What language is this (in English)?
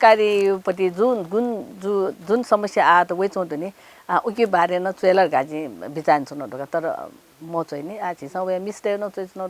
Newari